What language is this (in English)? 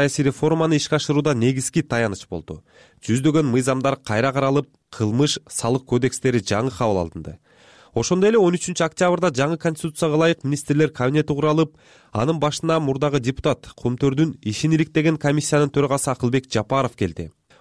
Kyrgyz